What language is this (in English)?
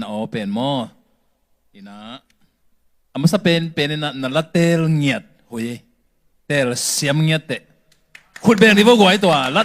Tedim Chin